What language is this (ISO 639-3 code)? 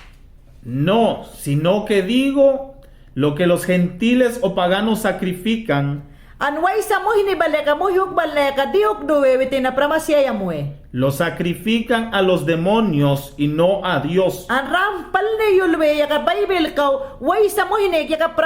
yan